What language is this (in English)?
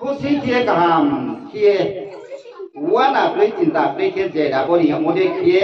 Riang (India)